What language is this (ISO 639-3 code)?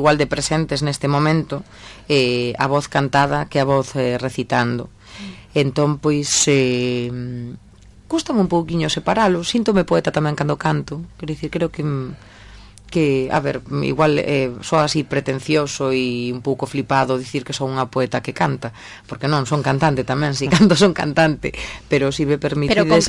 glg